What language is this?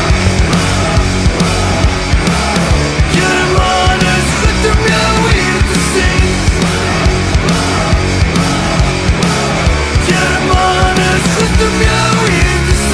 Afrikaans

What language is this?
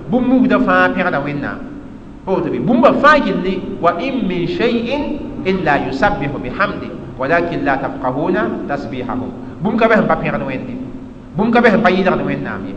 Mossi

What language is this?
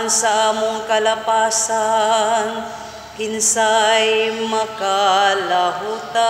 Cebuano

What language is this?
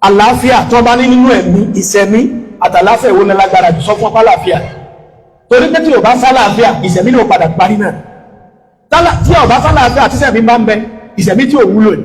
Yoruba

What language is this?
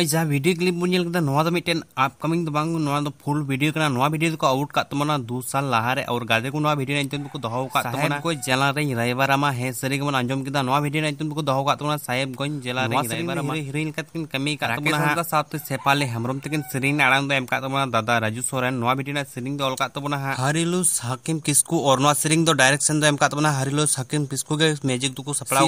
Santali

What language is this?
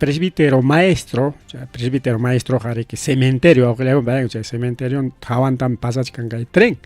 Ayacucho Quechua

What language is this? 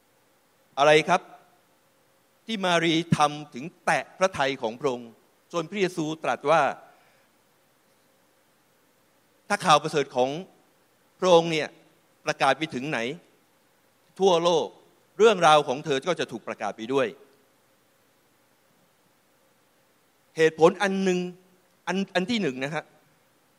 Thai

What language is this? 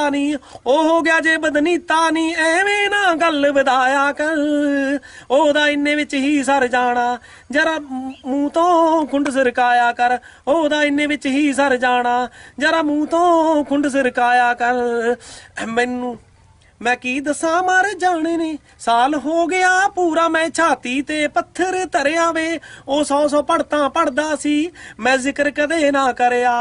Punjabi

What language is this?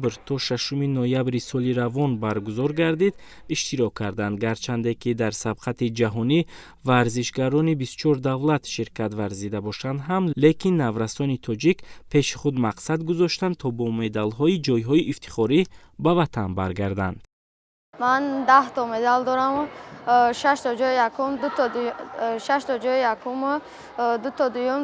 Tajik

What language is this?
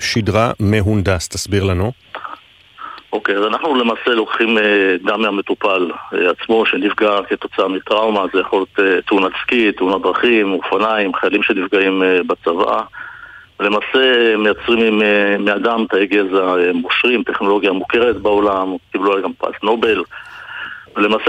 Hebrew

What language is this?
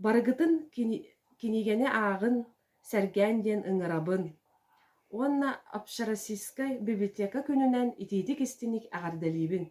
Yakut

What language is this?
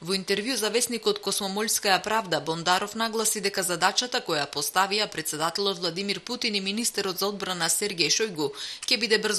Macedonian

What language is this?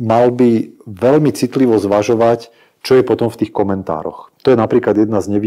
Slovak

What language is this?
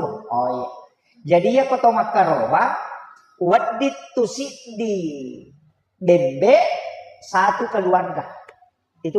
Buginese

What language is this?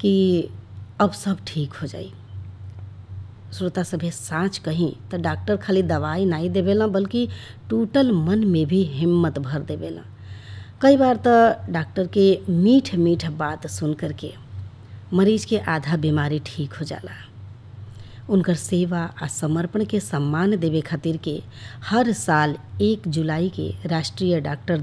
Bhojpuri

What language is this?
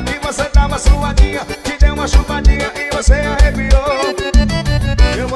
Portuguese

